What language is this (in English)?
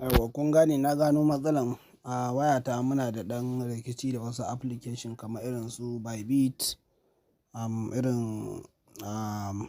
Hausa